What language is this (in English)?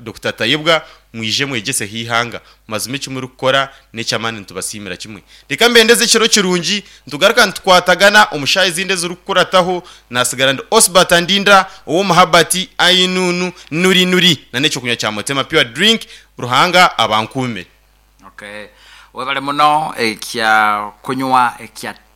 Nyankole